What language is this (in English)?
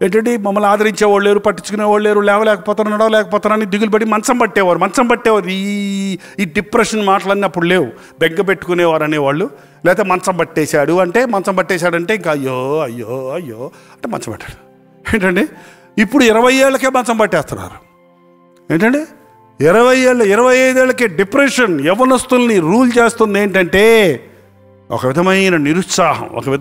Telugu